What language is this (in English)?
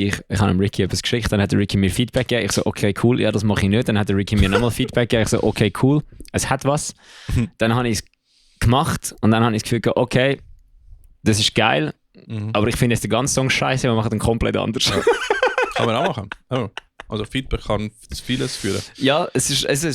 Swiss German